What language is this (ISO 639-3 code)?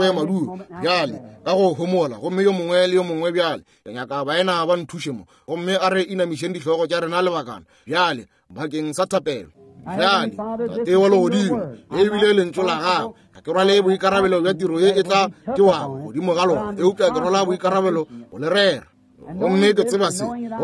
nso